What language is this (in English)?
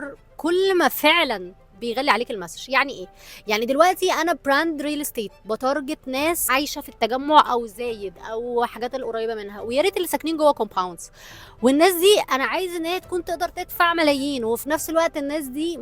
Egyptian Arabic